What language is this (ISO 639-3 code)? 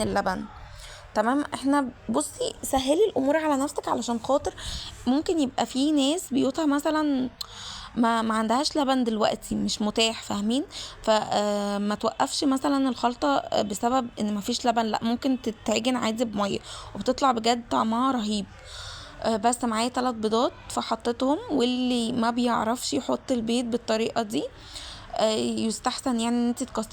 arz